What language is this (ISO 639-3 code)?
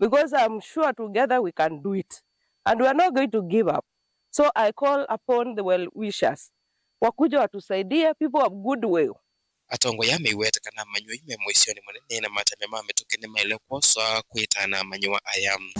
kam